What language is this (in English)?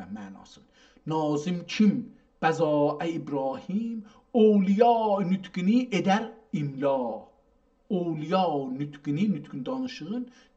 South Azerbaijani